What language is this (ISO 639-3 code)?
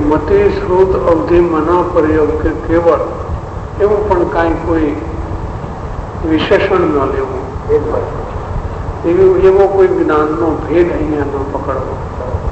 guj